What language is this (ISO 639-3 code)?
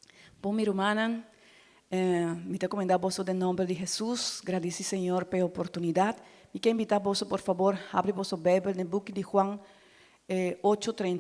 pap